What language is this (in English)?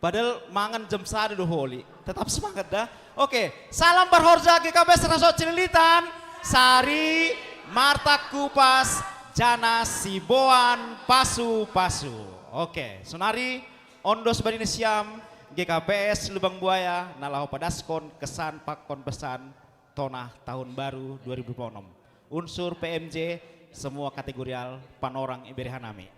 Batak Simalungun